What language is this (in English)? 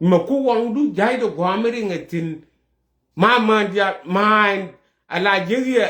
Nuer